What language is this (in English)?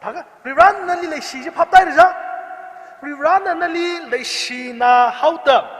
Tangkhul Naga (India)